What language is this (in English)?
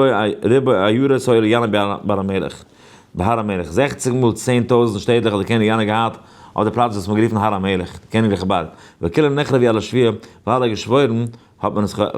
Yiddish